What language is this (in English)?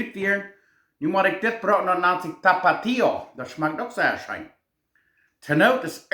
Plautdietsch